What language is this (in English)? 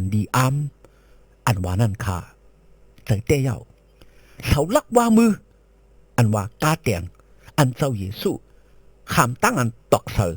Shan